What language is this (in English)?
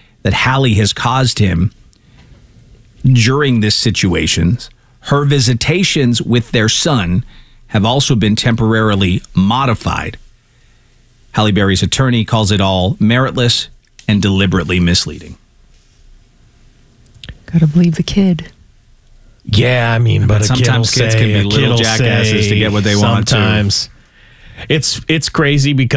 English